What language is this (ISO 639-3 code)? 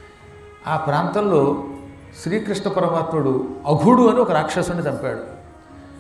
tel